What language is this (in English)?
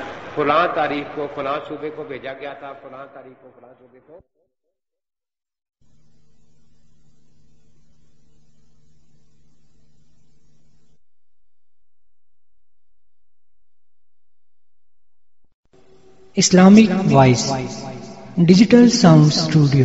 Urdu